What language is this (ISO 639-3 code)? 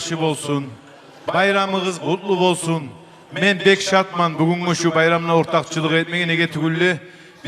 kum